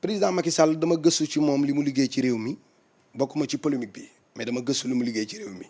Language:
Wolof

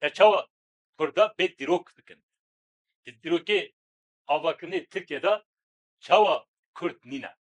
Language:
Kurdish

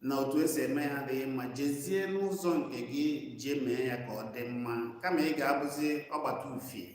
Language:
Igbo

